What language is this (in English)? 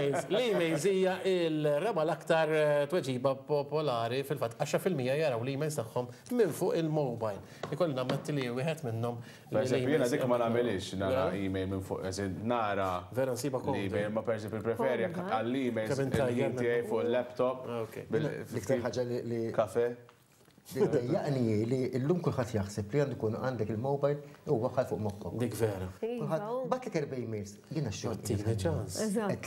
Maltese